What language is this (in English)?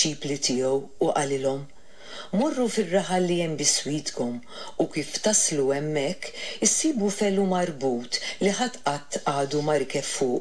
Maltese